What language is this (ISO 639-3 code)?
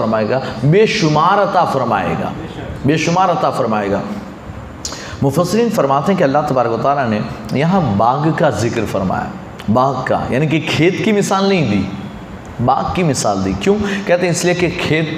urd